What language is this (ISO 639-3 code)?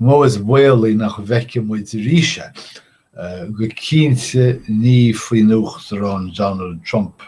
gle